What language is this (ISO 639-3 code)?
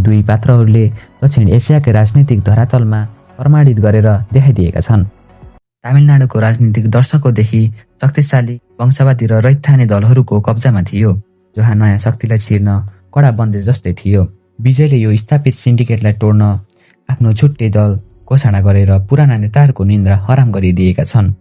nep